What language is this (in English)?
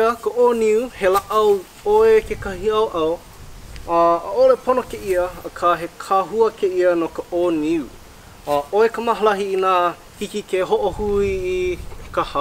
Hawaiian